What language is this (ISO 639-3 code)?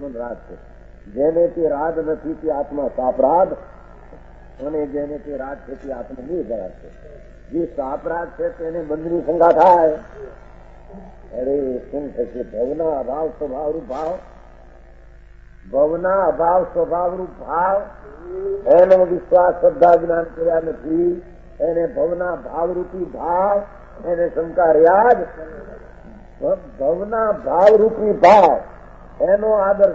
guj